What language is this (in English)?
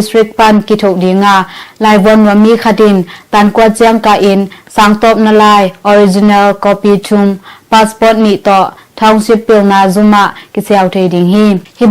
Tedim Chin